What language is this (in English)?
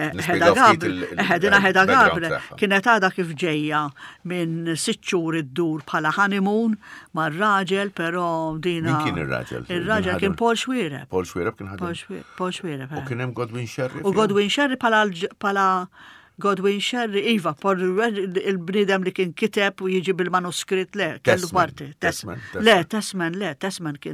Maltese